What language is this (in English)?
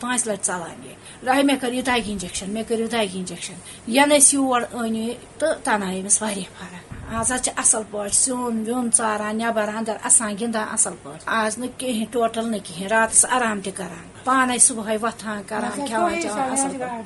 Kashmiri